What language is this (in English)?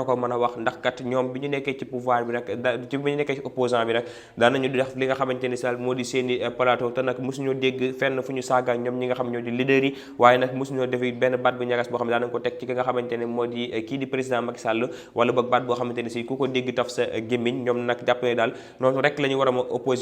Wolof